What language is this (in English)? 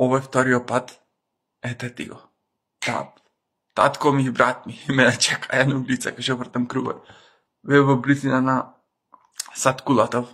Macedonian